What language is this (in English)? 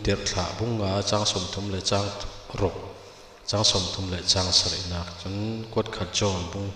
Falam Chin